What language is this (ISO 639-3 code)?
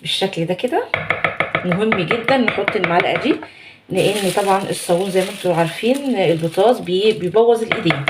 arz